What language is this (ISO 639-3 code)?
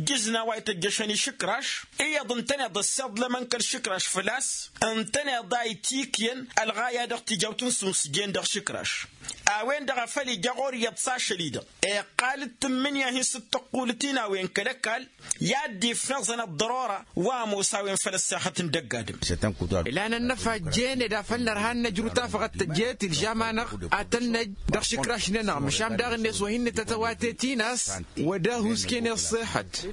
taq